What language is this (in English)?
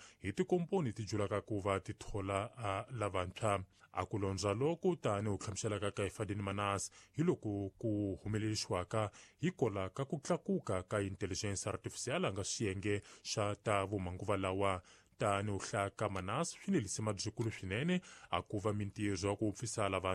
Tsonga